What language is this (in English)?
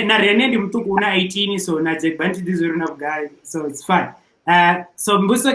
Venda